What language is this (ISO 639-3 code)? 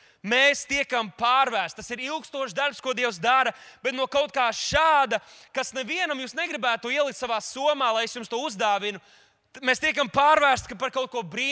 lav